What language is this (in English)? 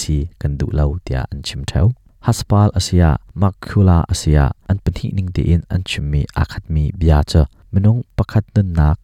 Hakha Chin